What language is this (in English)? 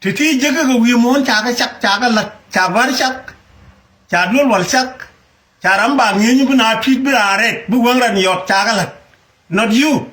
Nuer